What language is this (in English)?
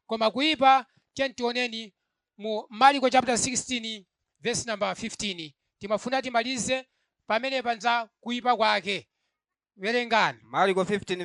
Nyanja